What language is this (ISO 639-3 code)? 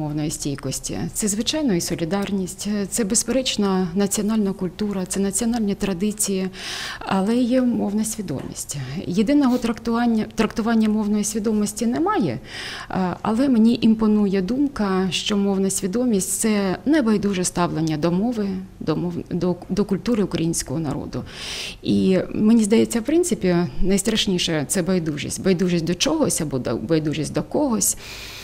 ukr